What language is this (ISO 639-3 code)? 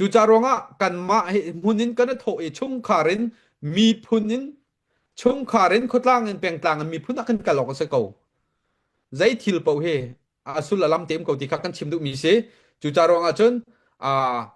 cnh